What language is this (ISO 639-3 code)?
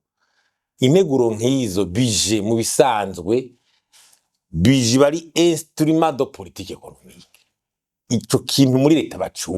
run